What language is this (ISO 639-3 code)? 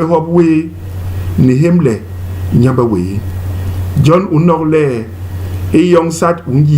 bas